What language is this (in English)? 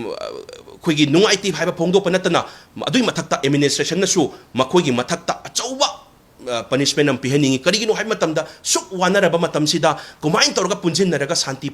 Manipuri